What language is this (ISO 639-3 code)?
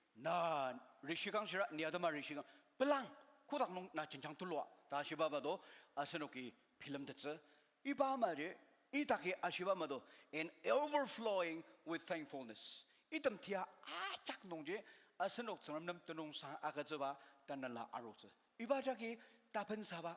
njo